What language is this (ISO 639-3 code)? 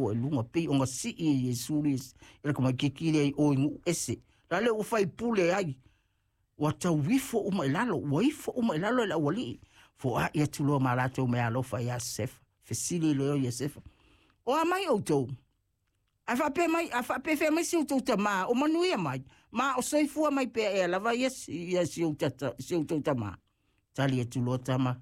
smo